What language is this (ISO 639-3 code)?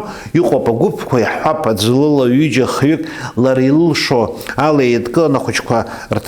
abk